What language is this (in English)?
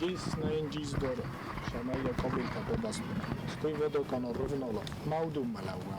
Ossetic